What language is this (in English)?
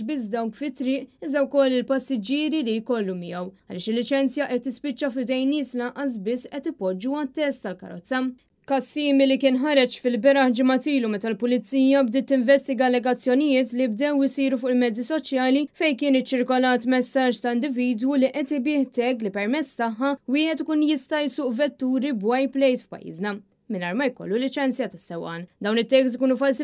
Maltese